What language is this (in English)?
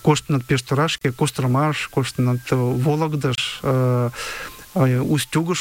Mari